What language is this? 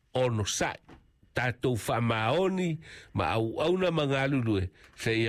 Samoan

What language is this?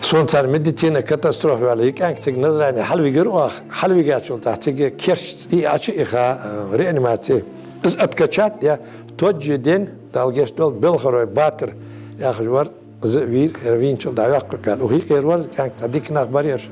Ingush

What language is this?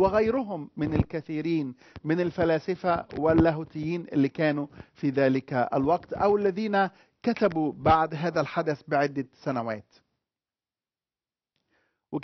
Arabic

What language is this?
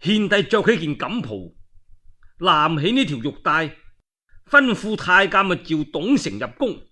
Cantonese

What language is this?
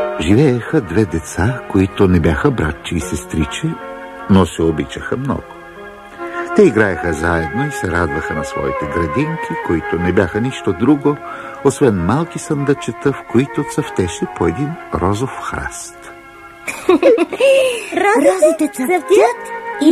Bulgarian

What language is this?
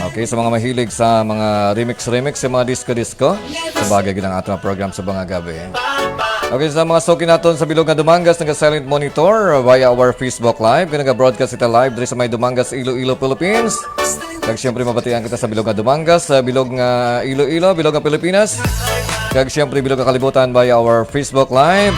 Hiligaynon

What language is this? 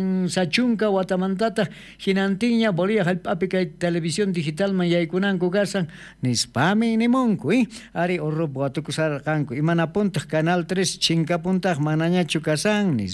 South Bolivian Quechua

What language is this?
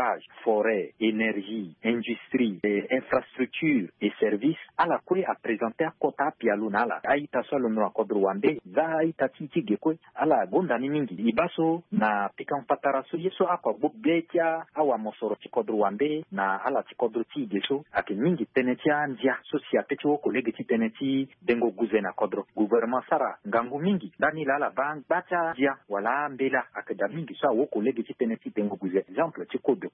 Sango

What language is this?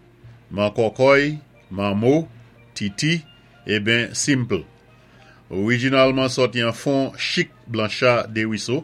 Saint Lucian Creole French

